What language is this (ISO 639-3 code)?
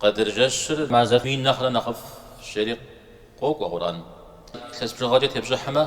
kbd